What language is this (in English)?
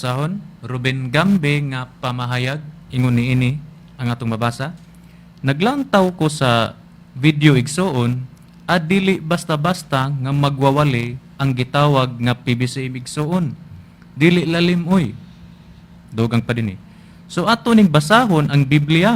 Cebuano